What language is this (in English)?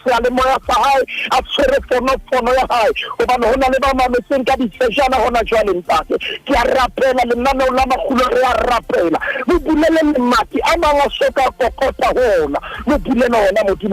Southern Sotho